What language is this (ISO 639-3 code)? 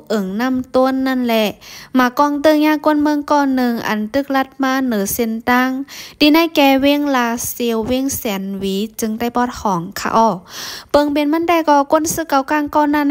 shn